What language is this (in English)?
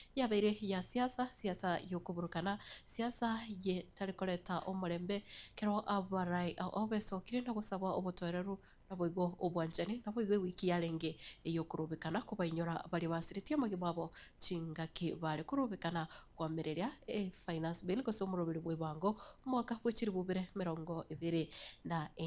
Gusii